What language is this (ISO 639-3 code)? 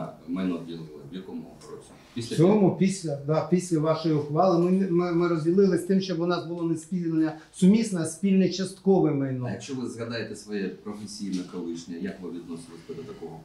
ukr